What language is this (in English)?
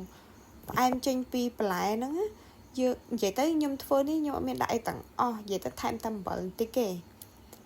Khmer